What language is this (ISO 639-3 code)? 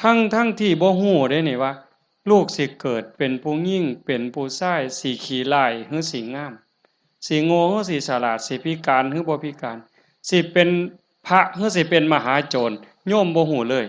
tts